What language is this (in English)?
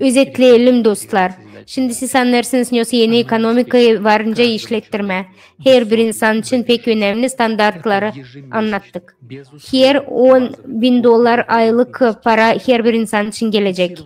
Gagauz